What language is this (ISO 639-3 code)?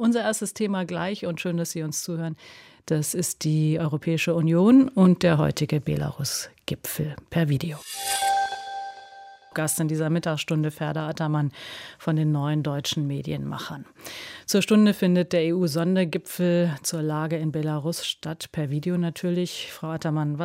deu